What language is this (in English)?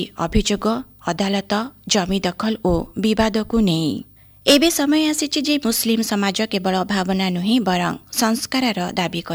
Odia